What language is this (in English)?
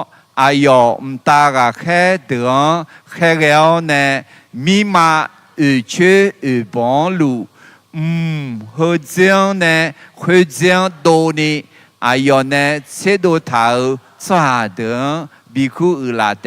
Akha